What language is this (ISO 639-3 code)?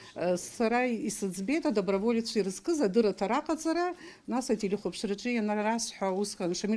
abk